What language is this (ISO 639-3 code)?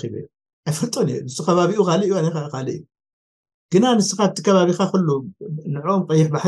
tir